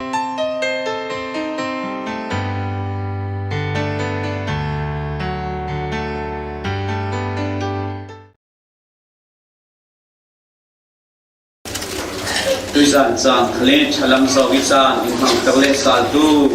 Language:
Falam Chin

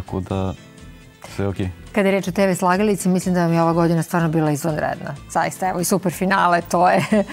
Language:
Serbian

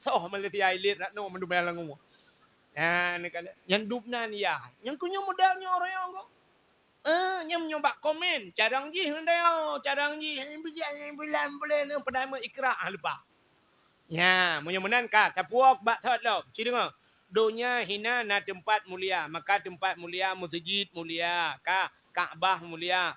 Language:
Achinese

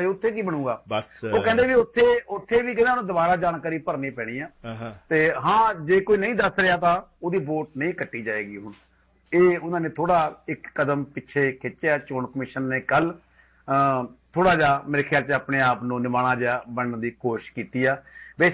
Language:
Punjabi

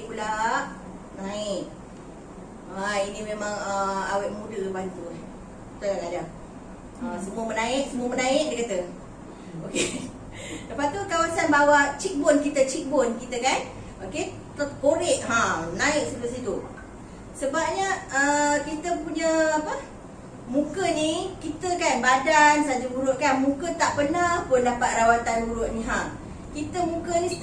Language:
Malay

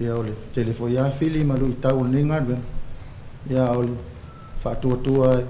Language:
Samoan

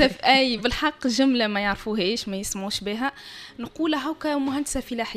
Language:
Tunisian Arabic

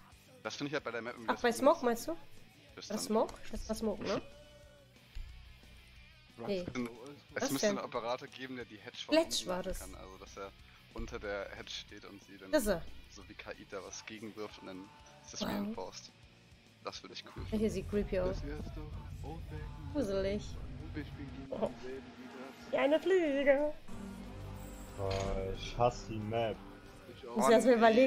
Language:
German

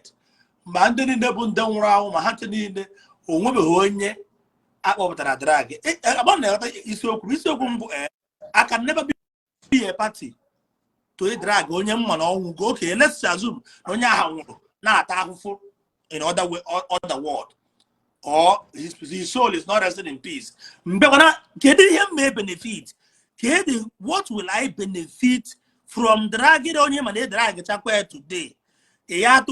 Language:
Igbo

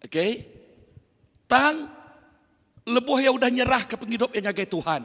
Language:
Iban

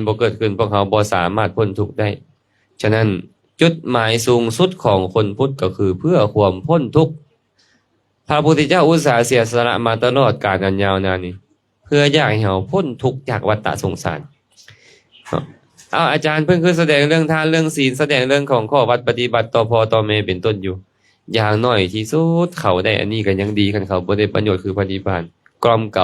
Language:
Lao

